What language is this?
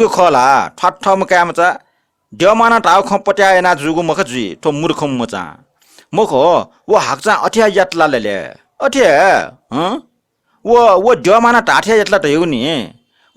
Newari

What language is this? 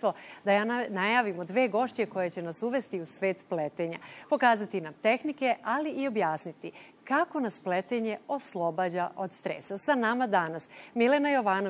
Serbian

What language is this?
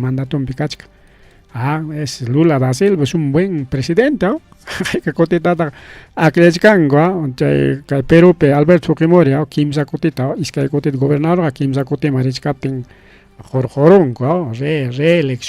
Ayacucho Quechua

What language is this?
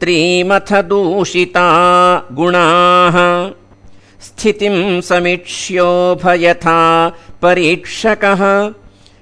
Sanskrit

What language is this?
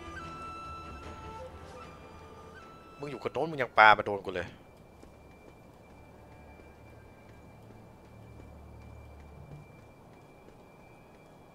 Thai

